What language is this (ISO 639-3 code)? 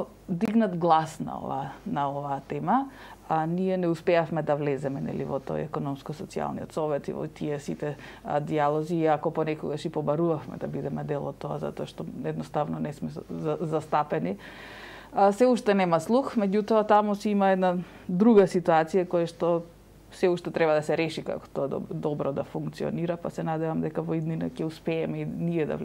mkd